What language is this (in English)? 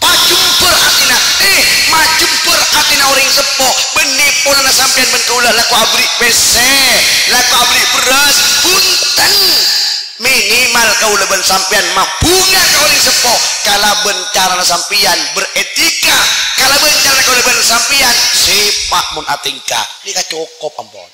Madurese